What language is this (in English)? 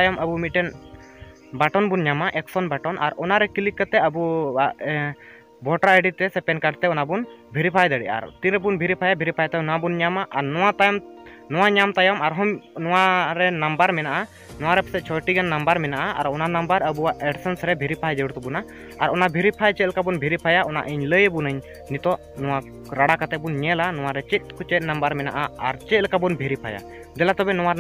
Santali